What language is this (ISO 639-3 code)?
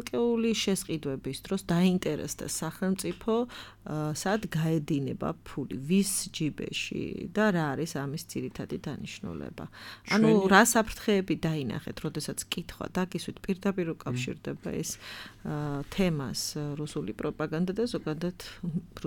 kat